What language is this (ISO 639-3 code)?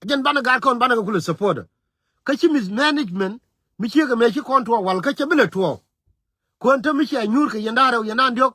nus